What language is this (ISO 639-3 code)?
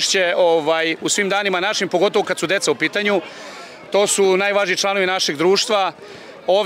srp